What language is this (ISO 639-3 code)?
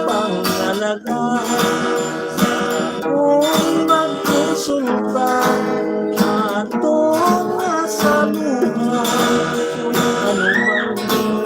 hil